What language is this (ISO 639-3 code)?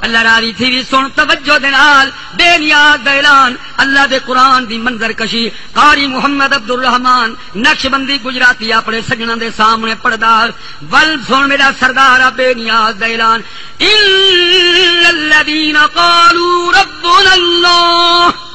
skr